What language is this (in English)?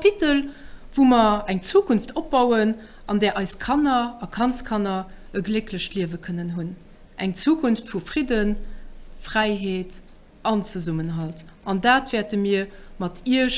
Luxembourgish